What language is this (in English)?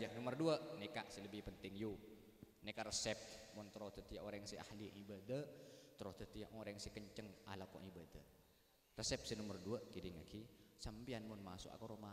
Madurese